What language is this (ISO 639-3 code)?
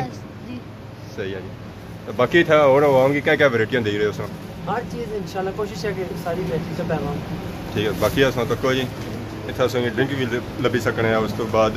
phr